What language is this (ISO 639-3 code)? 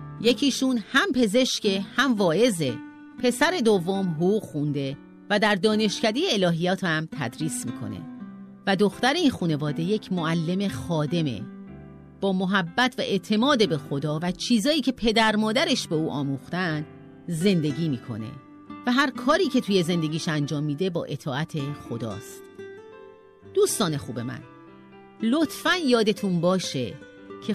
fas